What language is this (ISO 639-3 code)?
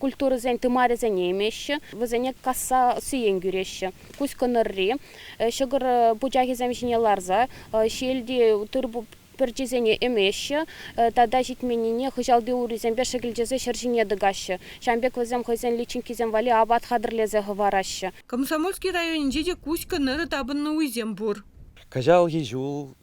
chv